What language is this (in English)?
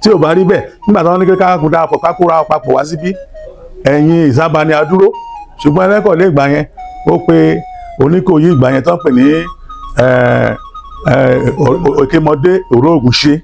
Yoruba